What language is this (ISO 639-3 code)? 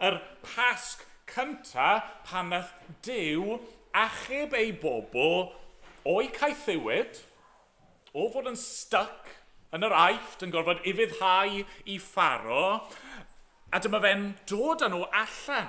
cym